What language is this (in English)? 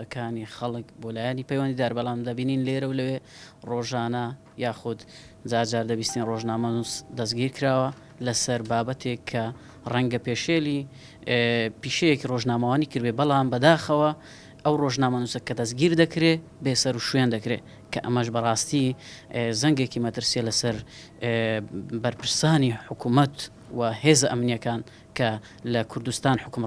Central Kurdish